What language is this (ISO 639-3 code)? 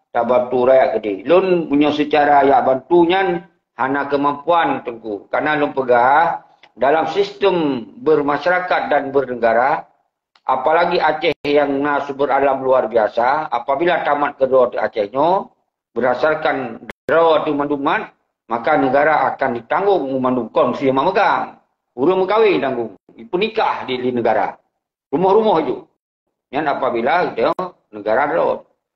ace